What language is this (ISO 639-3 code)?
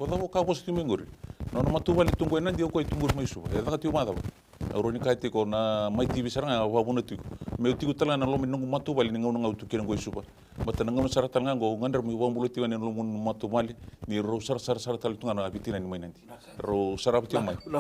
fij